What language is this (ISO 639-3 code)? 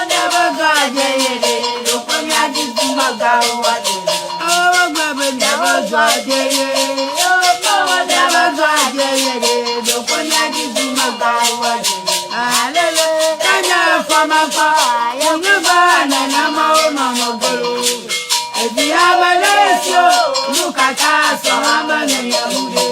ewe